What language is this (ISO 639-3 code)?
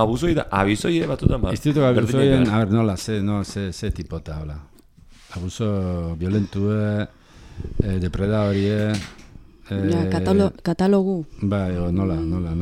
eus